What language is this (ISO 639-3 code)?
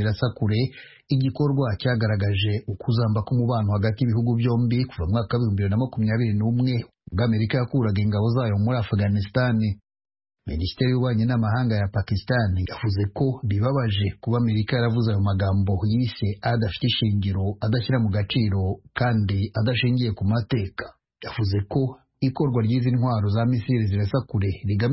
kin